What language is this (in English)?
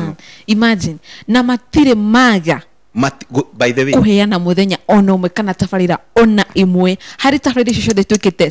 Kikuyu